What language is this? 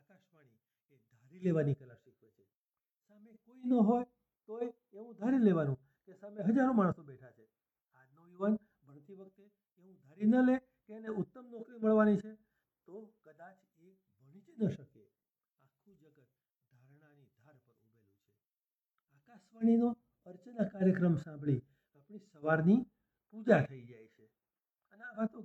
Gujarati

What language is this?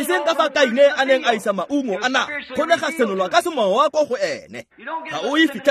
Tswana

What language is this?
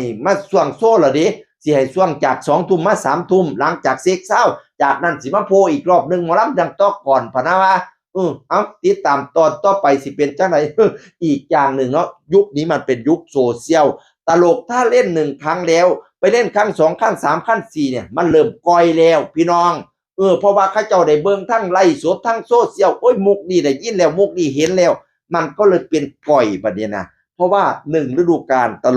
Northeastern Thai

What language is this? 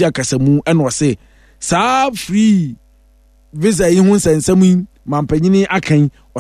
Akan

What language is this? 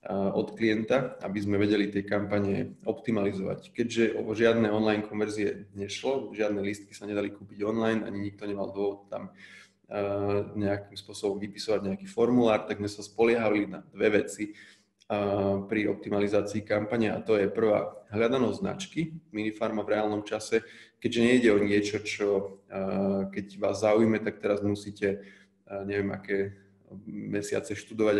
Slovak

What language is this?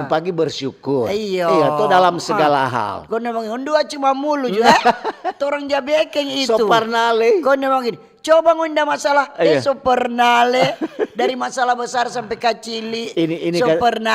Manado Malay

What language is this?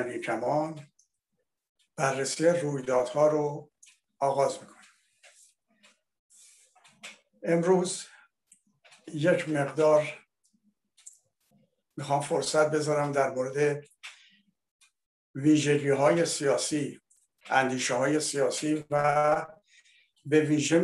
Persian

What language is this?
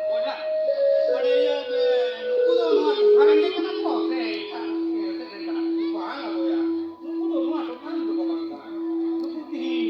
Santali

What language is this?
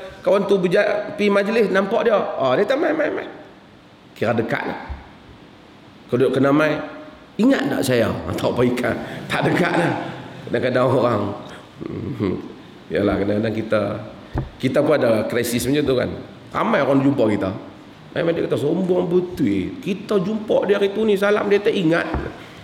Malay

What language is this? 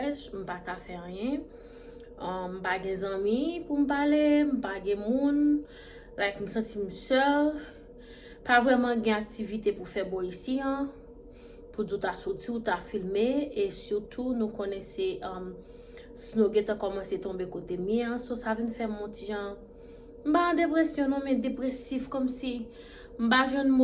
Haitian Creole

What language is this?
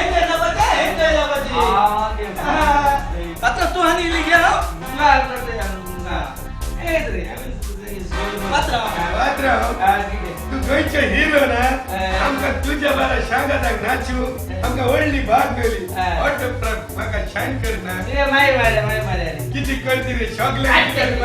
Konkani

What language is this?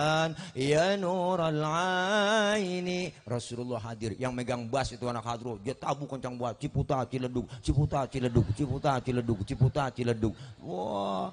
Betawi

